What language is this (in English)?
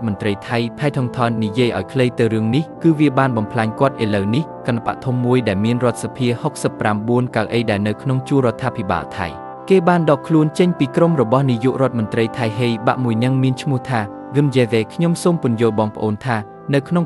Khmer